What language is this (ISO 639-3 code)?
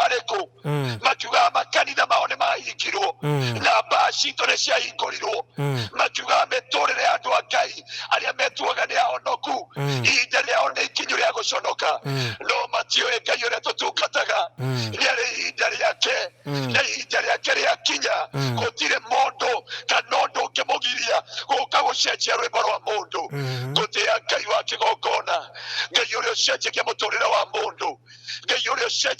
kik